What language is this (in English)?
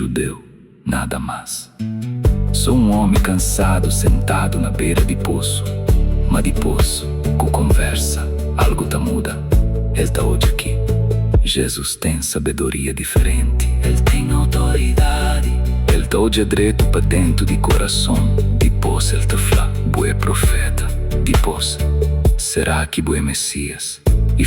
Kabuverdianu